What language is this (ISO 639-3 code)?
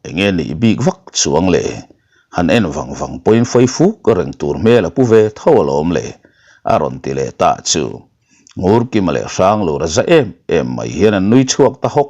lus